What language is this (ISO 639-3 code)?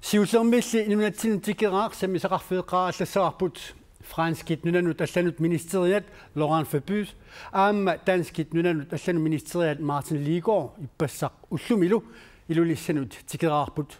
kal